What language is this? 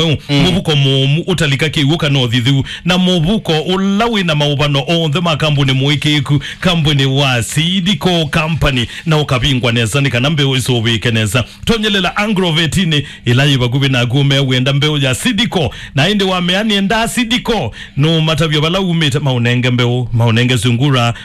Kamba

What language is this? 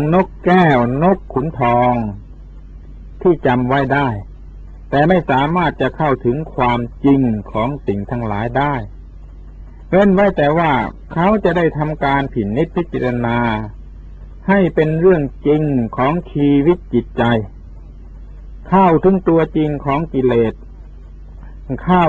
Thai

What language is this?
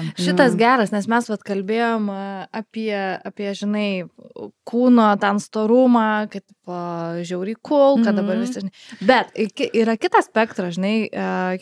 Lithuanian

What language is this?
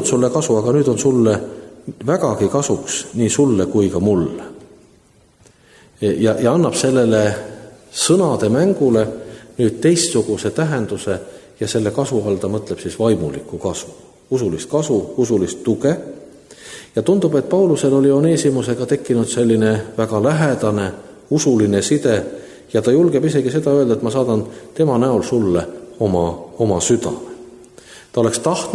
Estonian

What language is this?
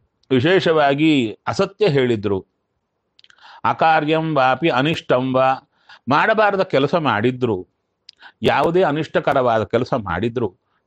Kannada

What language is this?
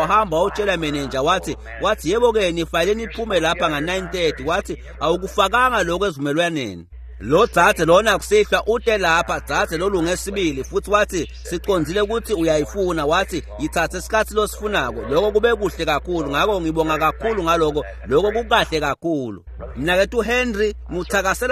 Swati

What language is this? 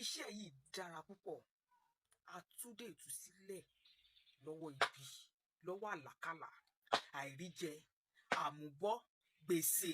Yoruba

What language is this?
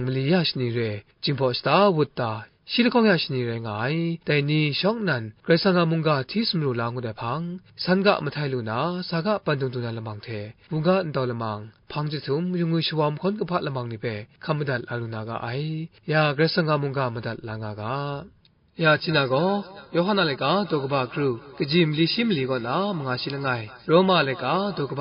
Kachin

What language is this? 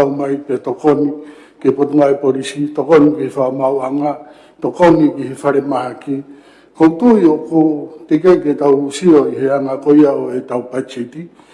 Tongan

